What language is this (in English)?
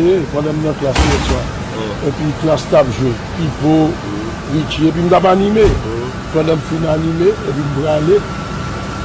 Haitian Creole